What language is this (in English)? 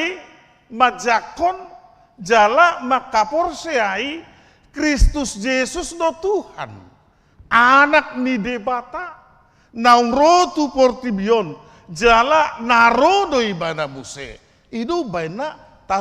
Batak Toba